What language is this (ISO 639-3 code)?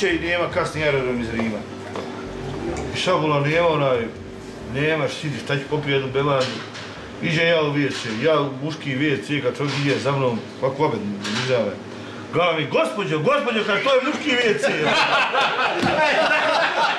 bos